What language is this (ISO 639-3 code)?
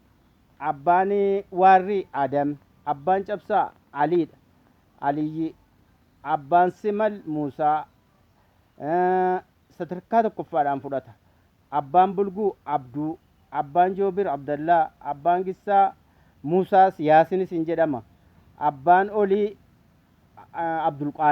orm